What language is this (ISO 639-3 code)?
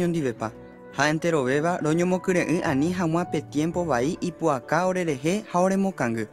grn